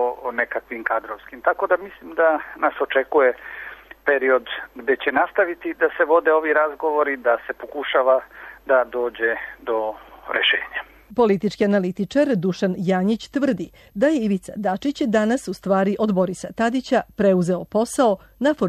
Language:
Serbian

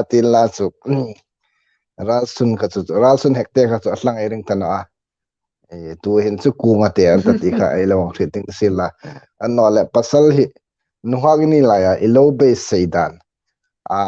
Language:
Hmar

